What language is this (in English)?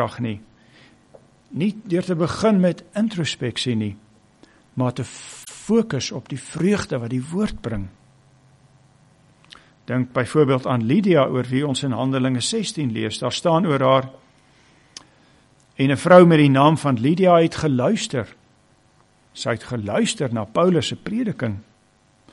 Afrikaans